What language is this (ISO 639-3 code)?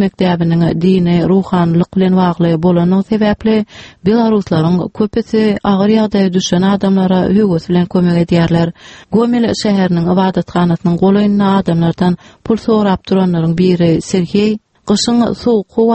tuk